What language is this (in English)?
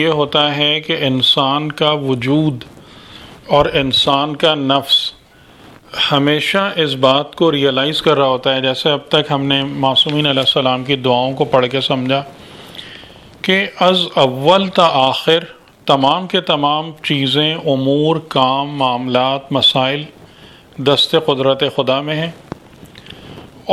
Urdu